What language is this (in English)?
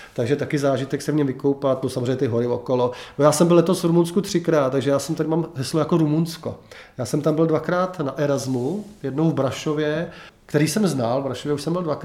Czech